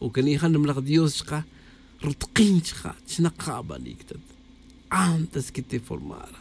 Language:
Tz'utujil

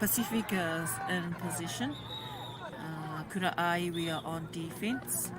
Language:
Māori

